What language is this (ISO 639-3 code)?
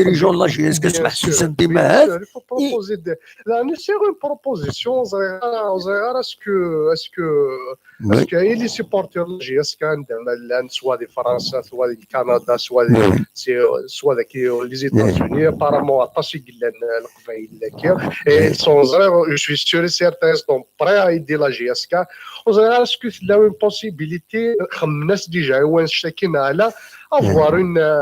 kab